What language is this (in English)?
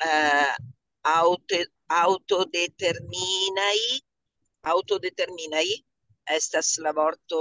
Esperanto